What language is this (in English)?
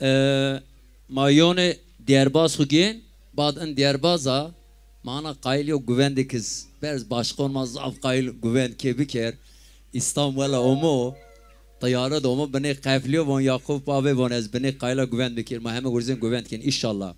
Zaza